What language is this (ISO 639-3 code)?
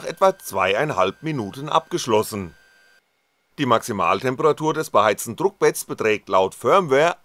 deu